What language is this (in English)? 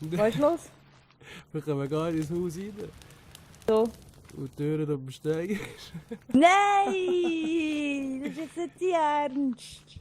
Swiss German